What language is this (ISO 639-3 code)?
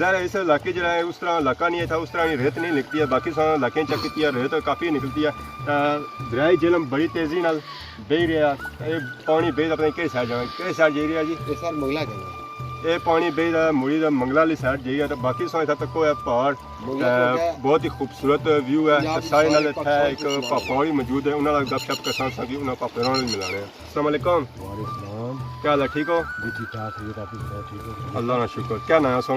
phr